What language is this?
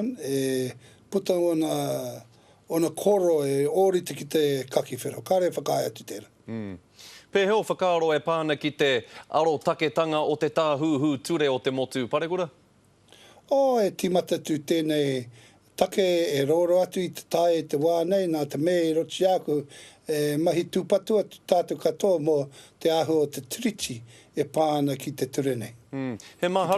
Māori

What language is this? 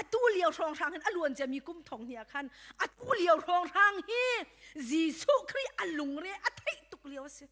Hakha Chin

